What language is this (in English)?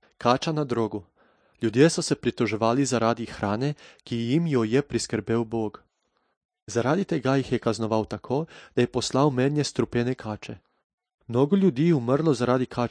Slovenian